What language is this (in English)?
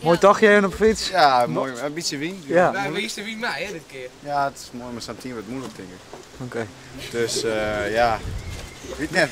Western Frisian